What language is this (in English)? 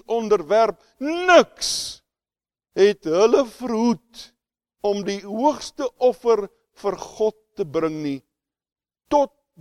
Afrikaans